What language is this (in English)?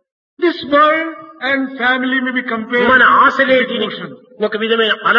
Telugu